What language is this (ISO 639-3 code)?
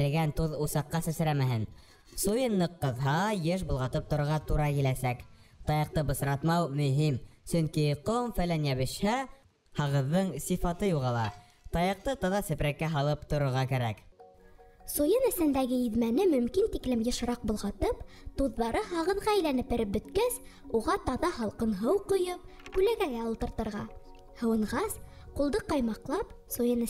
bak